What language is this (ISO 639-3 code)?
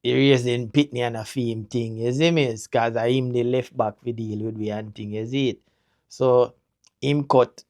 jam